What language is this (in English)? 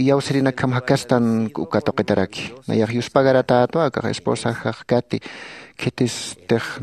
Aymara